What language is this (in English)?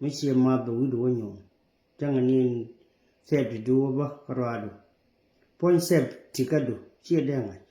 Nuer